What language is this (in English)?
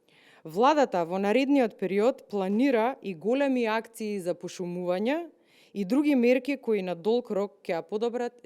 Macedonian